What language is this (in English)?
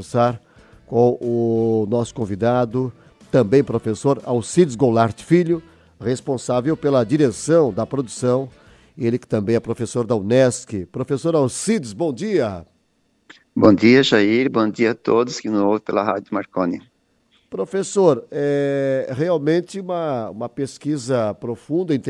Portuguese